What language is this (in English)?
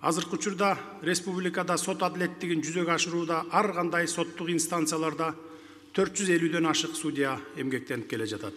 Kyrgyz